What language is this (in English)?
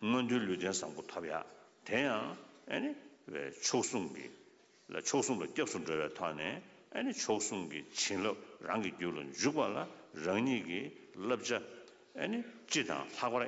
Tibetan